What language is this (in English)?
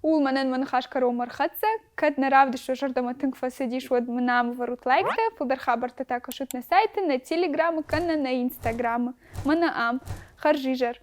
Ossetic